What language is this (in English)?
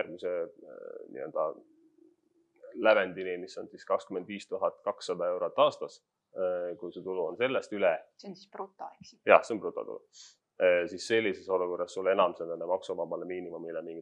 Estonian